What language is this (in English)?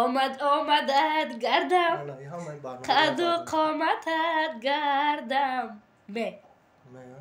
Tajik